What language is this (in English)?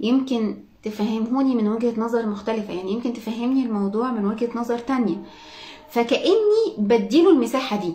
Egyptian Arabic